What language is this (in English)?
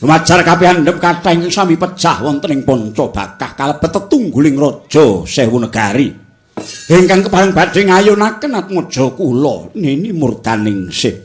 Javanese